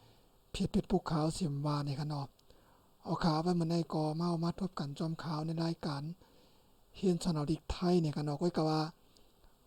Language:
Shan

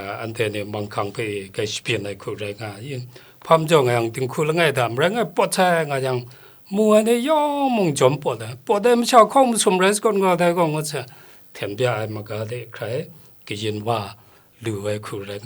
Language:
Kachin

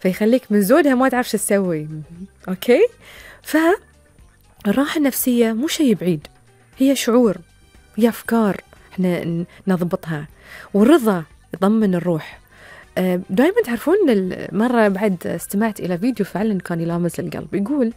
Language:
Gulf Arabic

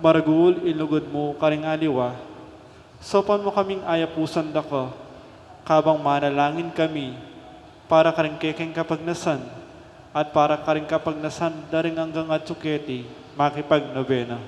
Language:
Pampanga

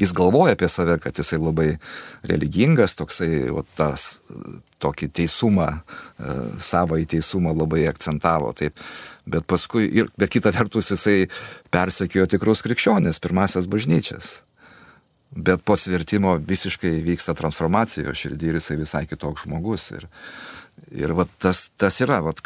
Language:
Lithuanian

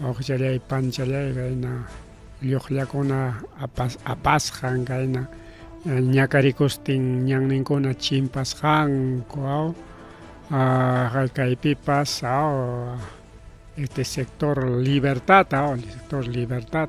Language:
Ayacucho Quechua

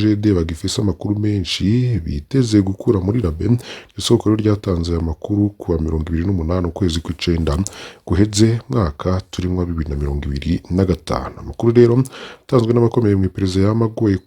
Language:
Rundi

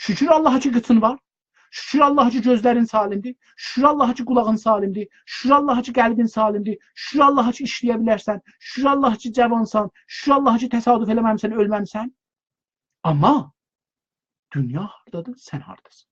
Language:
South Azerbaijani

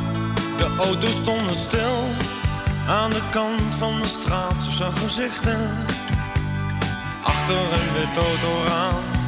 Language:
Dutch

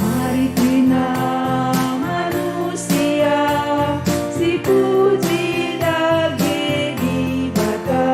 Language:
Batak Karo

